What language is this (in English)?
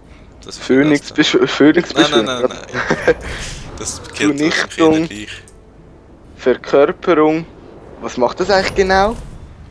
Swiss German